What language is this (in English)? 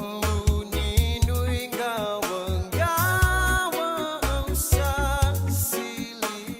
Fijian